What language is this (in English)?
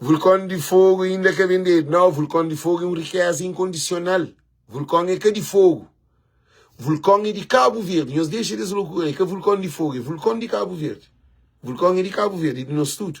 Kabuverdianu